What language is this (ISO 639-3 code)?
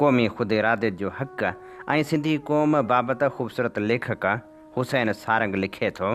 snd